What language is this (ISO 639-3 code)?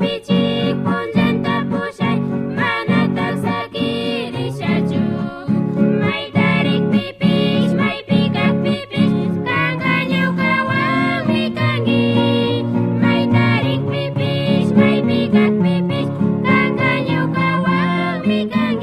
qug